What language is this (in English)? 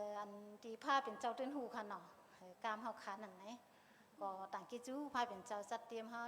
Shan